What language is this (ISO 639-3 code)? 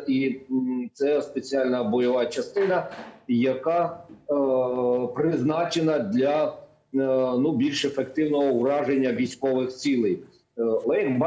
ukr